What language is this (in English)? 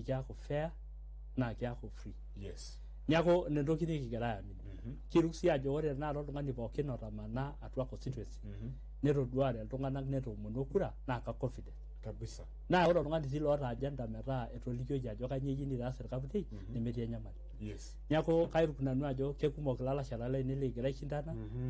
Masai